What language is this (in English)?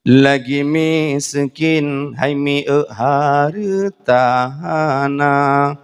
Achinese